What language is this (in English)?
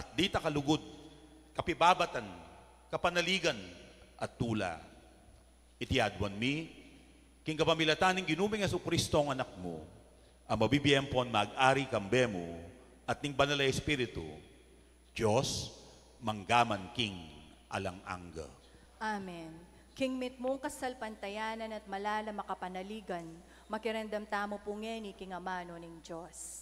Pampanga